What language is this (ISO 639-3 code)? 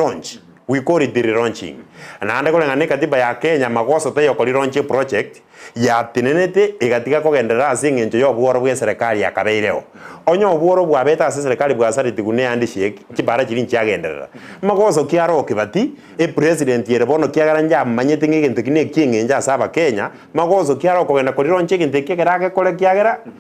guz